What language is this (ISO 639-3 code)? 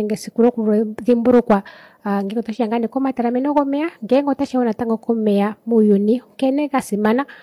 kua